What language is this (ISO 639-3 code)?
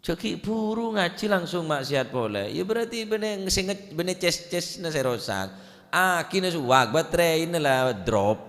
mad